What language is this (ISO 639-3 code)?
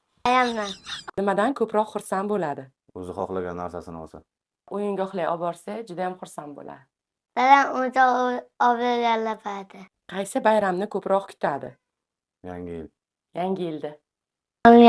uzb